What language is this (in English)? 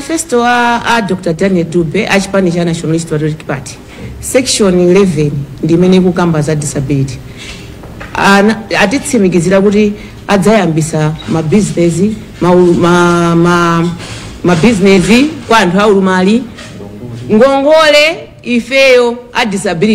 Nyanja